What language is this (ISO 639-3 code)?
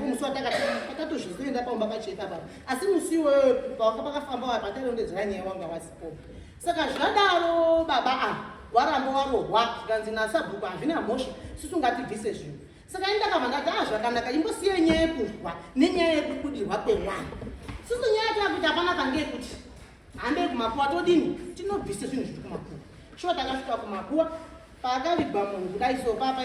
sna